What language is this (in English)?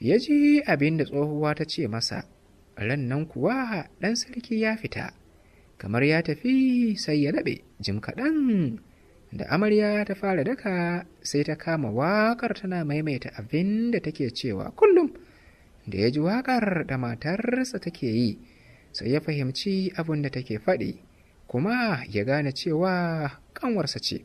Hausa